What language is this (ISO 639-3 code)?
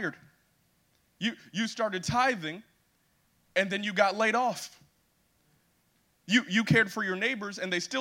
eng